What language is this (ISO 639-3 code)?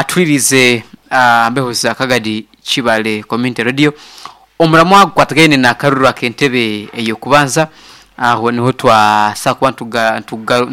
nyn